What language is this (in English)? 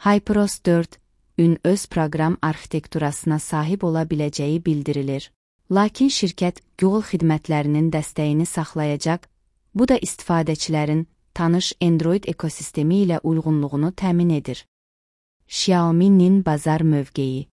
Azerbaijani